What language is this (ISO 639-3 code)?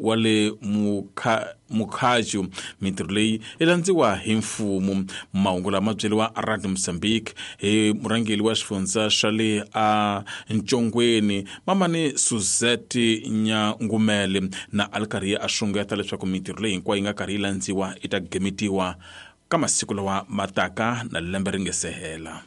tso